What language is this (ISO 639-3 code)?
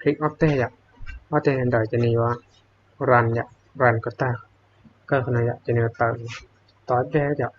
hmn